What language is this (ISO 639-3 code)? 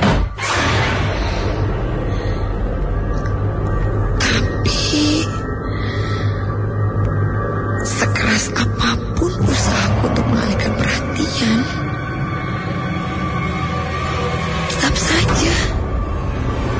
ind